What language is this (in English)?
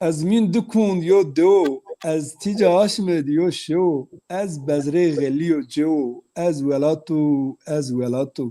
Zaza